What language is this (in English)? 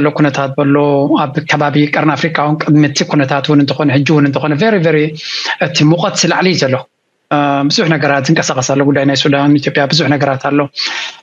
Tigrinya